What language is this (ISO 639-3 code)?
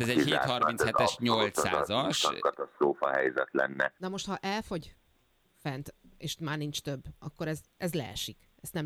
hun